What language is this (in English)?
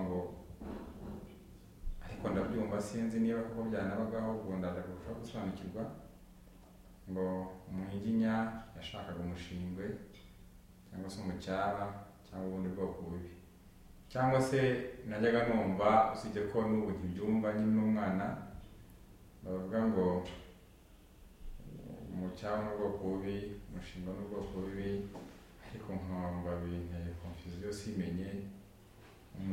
Kinyarwanda